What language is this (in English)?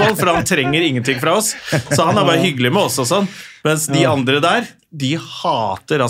Norwegian